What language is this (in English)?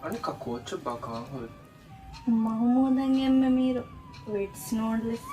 Divehi